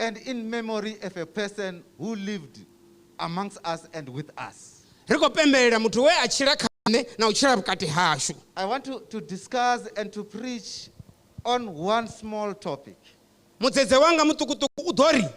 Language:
Venda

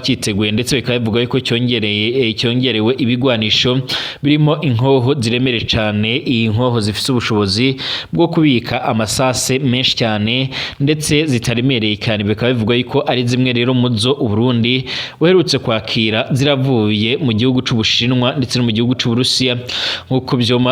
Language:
Rundi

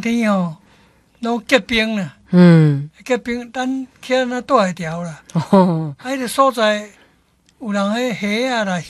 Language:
Min Nan Chinese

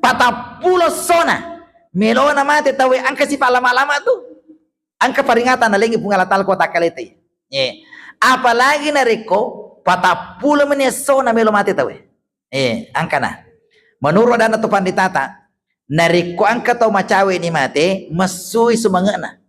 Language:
Buginese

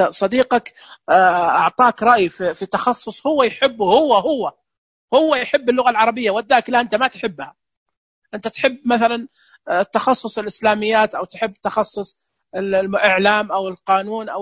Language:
Najdi Arabic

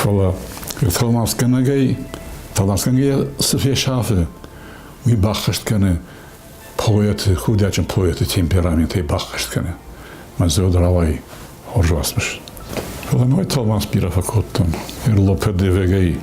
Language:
Ossetic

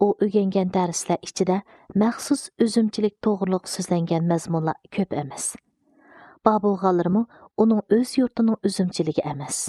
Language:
Uyghur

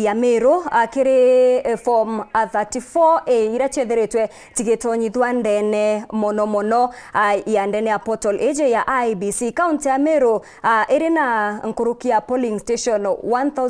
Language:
Meru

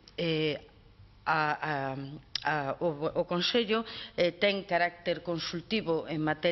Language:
Galician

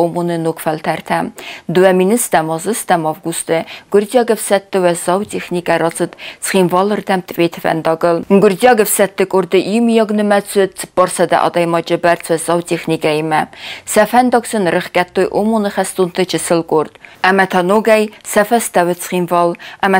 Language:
Ossetic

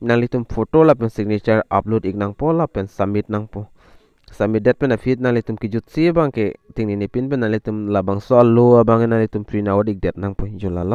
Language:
Karbi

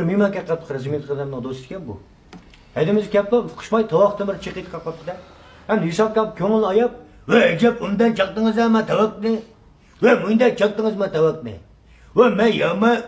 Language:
Uyghur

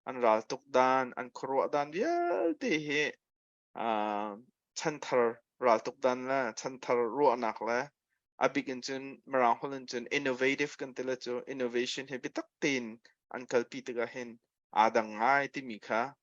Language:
Hakha Chin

